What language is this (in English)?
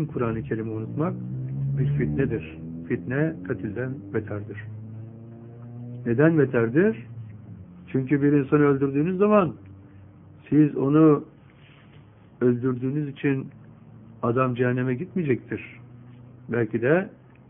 Turkish